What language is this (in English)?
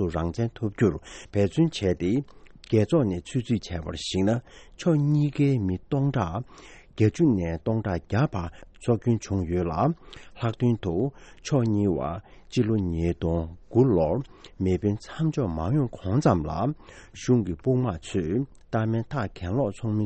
Tibetan